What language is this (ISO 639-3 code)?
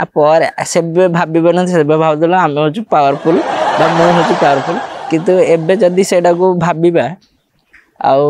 ori